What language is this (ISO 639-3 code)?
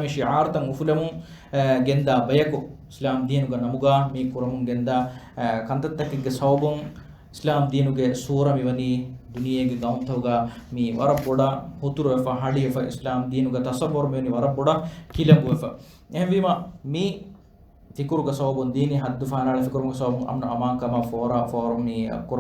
div